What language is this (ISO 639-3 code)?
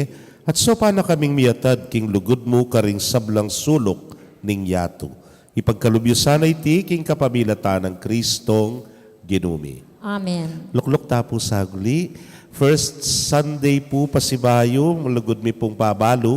pam